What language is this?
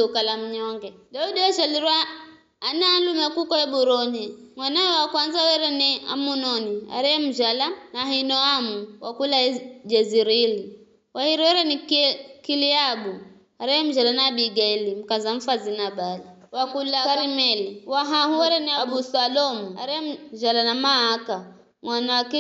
Giryama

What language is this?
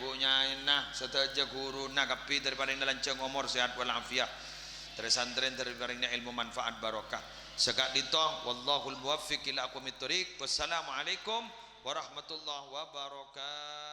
Madurese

